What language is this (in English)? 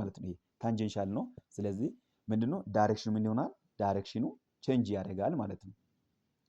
Amharic